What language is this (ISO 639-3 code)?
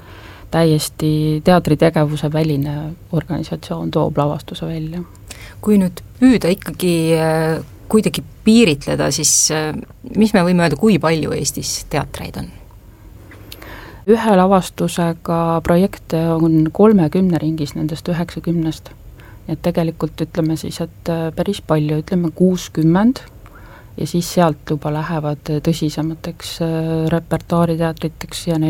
est